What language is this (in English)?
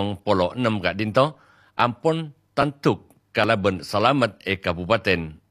Madurese